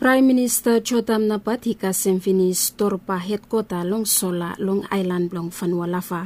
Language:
Bislama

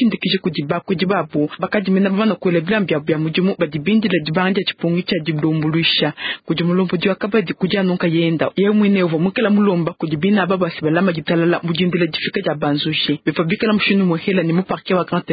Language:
Luba-Lulua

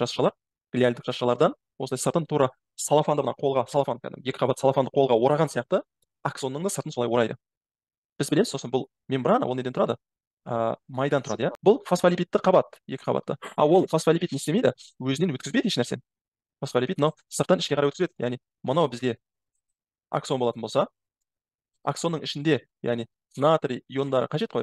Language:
Kazakh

